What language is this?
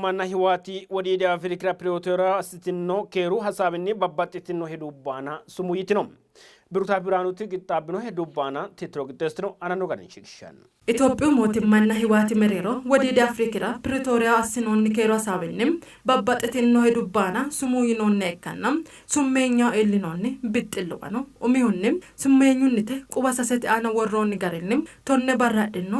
Sidamo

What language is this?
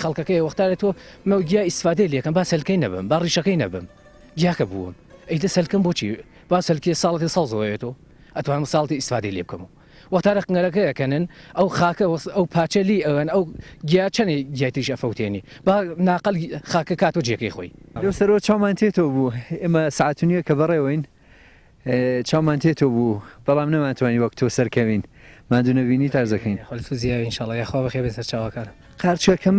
Central Kurdish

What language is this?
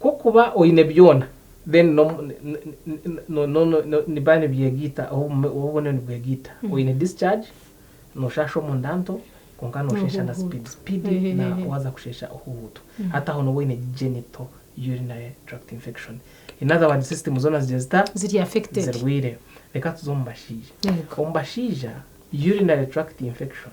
Nyankole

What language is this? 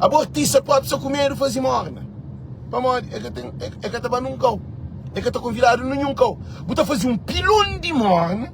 Kabuverdianu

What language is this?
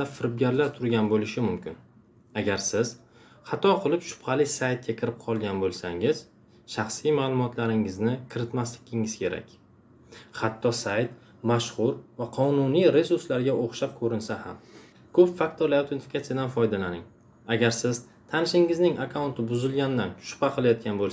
Uzbek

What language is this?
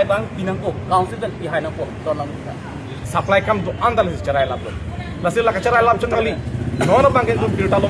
Karbi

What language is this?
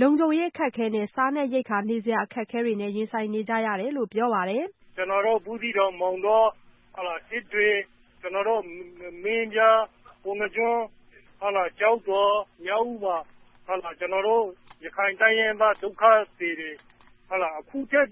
Burmese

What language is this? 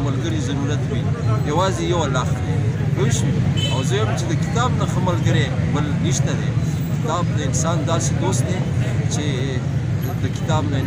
Pashto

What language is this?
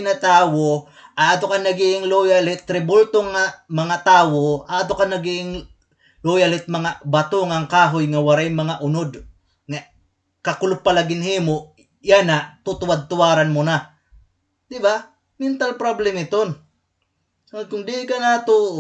Waray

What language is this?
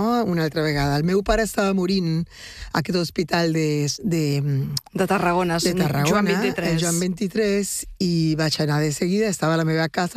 Catalan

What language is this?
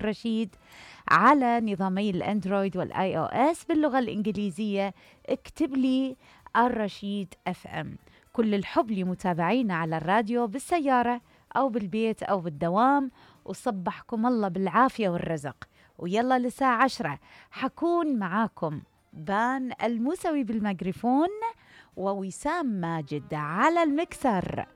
Mesopotamian Arabic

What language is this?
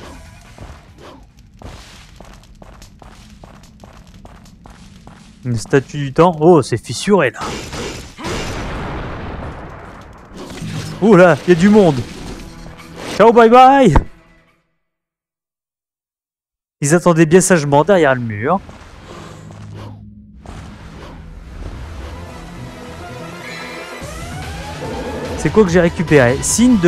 French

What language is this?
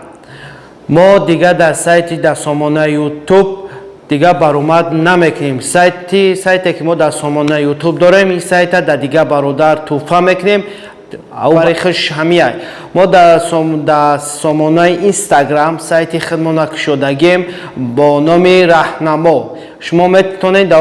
Tajik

